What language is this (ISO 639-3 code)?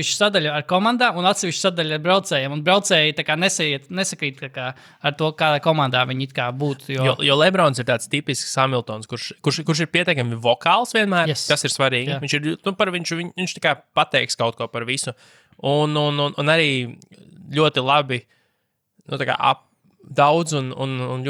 lav